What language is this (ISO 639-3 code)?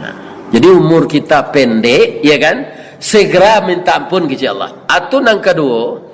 min